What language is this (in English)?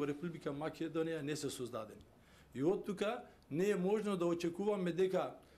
Macedonian